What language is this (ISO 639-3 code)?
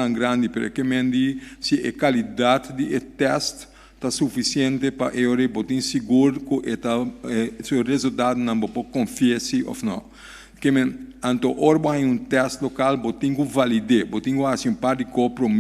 pap